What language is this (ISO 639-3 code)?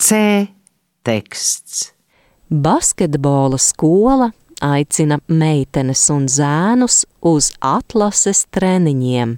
lav